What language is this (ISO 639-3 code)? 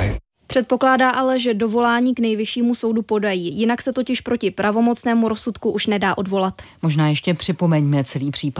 ces